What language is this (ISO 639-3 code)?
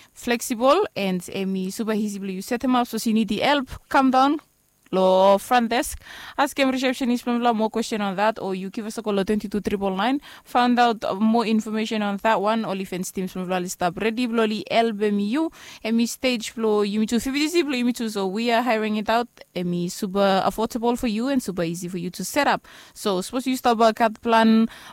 bis